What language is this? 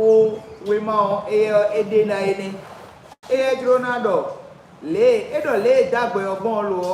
Fon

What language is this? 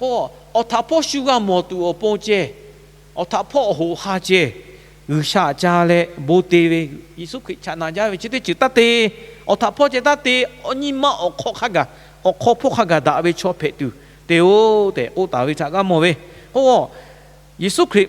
Lahu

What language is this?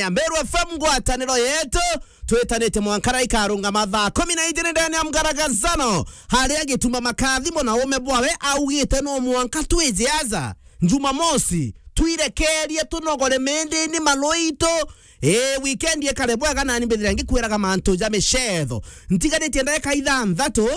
Meru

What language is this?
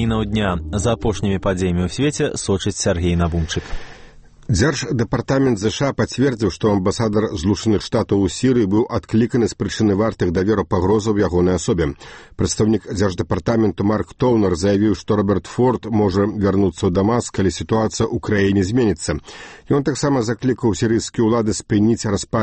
Belarusian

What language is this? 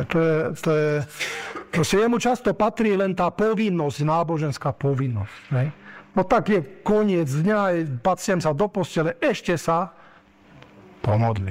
Slovak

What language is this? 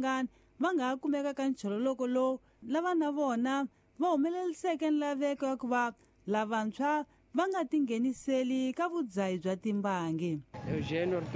Tsonga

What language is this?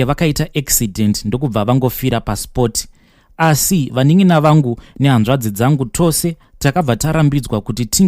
Shona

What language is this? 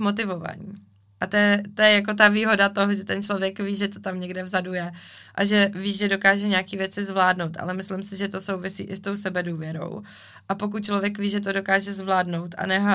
Czech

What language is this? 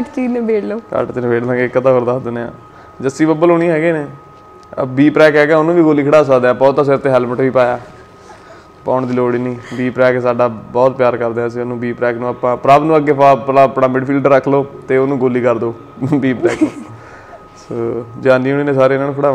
Punjabi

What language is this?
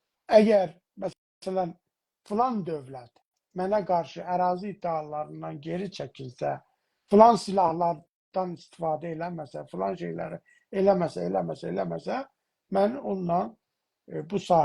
South Azerbaijani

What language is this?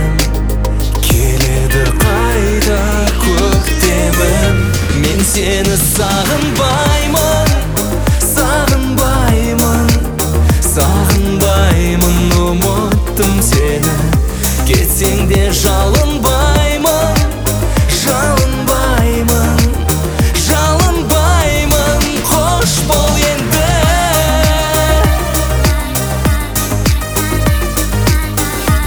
Kazakh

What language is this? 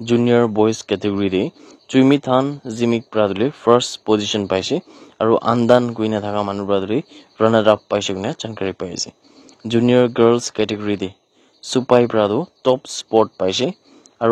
Naga Pidgin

